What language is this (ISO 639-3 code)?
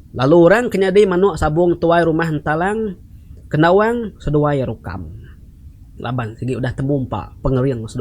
iba